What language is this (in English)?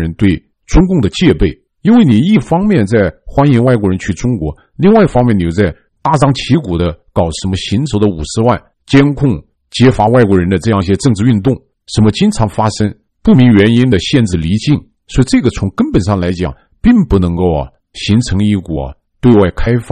Chinese